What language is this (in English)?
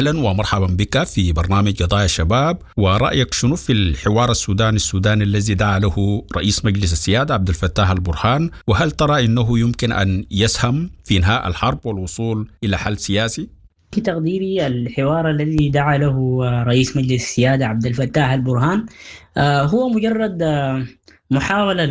Sudanese Arabic